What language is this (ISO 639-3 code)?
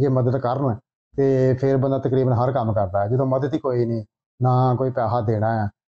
pan